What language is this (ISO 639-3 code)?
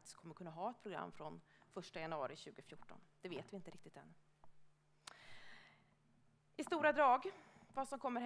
swe